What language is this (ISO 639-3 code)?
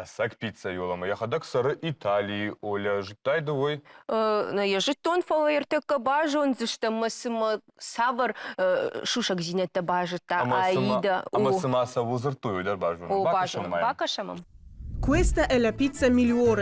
oss